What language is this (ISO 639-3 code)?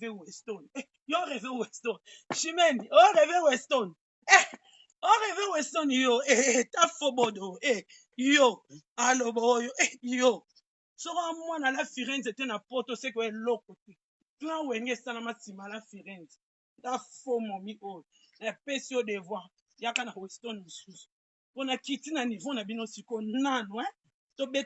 lin